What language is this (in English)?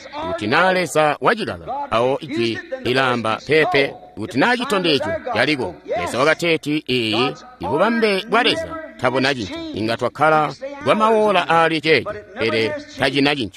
Tonga (Zambia)